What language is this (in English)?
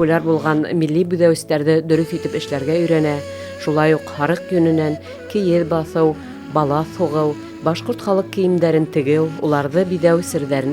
Bashkir